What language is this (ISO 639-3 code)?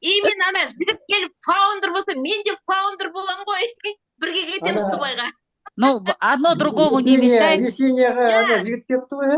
kaz